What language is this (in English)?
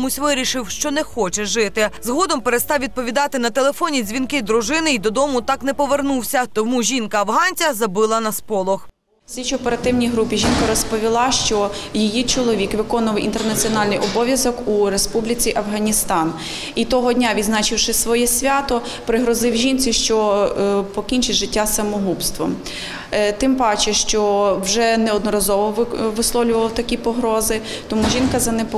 Ukrainian